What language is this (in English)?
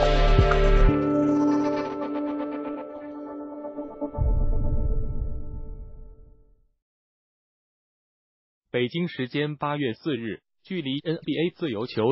Chinese